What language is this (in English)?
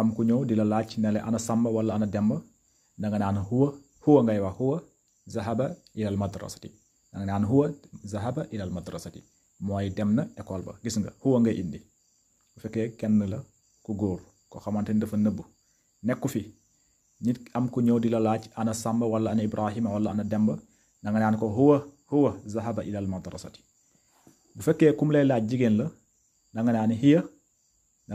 Wolof